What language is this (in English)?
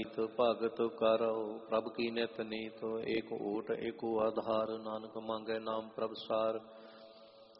Punjabi